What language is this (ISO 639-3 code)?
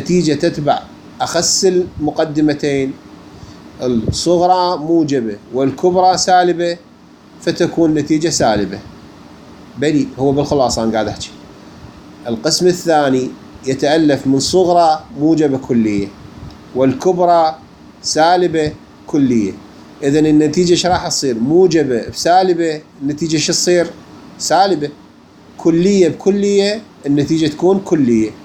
acm